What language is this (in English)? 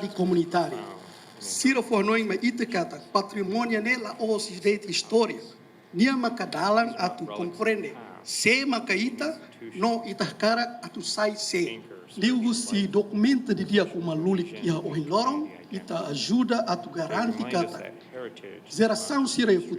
Tetum